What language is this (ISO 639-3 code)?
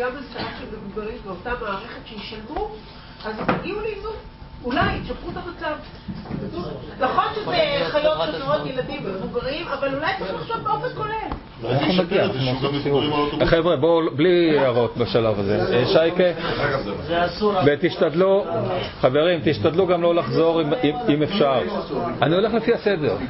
heb